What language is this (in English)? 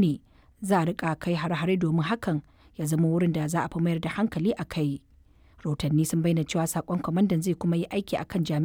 Hausa